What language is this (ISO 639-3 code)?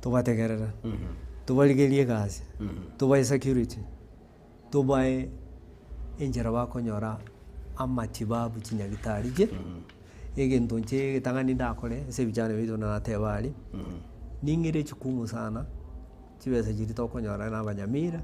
guz